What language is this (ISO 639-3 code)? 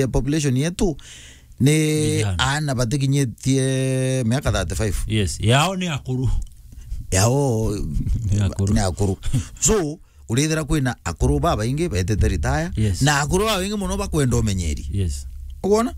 mer